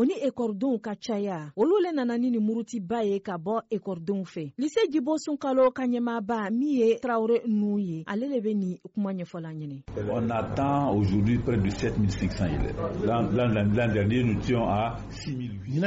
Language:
Bambara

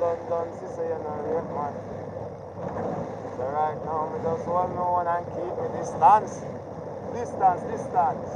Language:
Jamaican Creole English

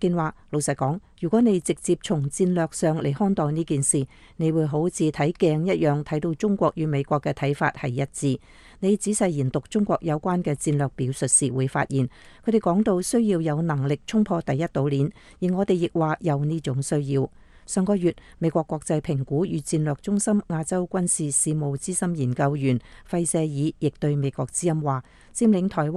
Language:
Cantonese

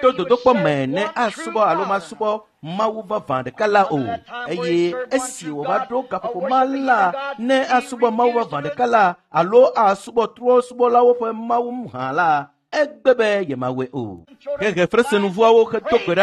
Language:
Ewe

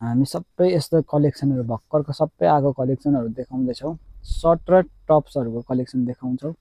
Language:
Nepali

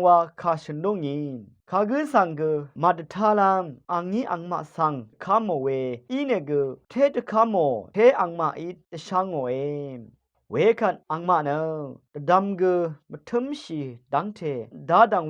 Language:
Rawang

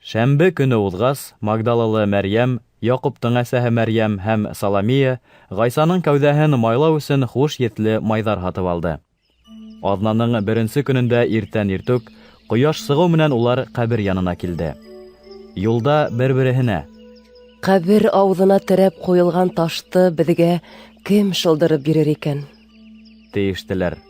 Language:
Bashkir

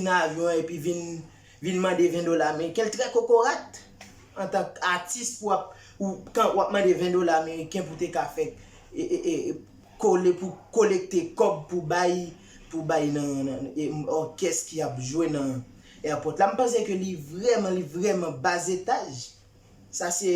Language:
Haitian Creole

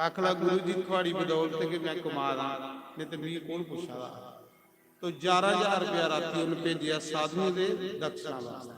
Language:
Dogri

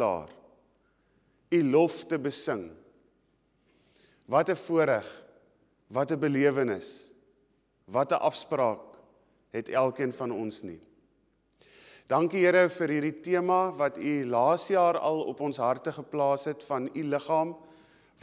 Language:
Afrikaans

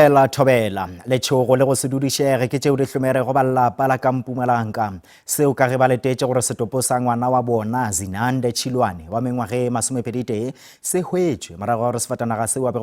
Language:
Northern Sotho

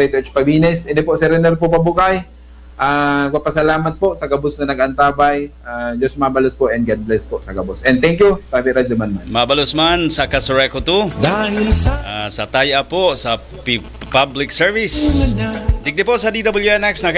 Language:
Bikol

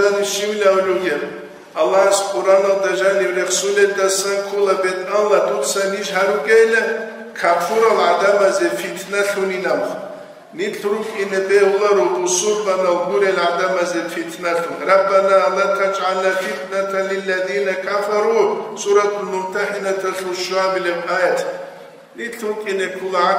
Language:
Avaric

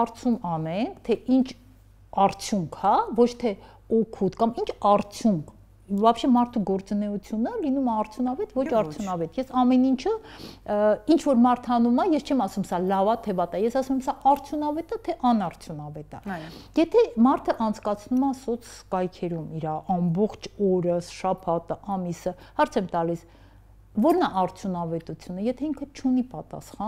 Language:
Armenian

